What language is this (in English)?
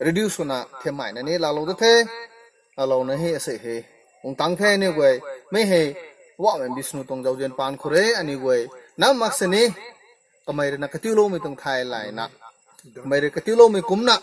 Rongmei Naga